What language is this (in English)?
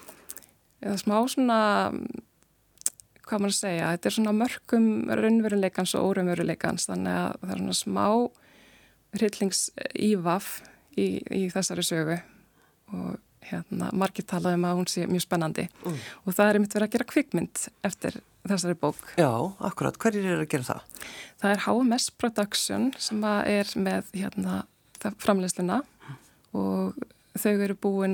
Icelandic